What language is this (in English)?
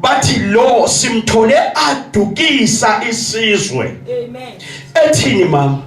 Zulu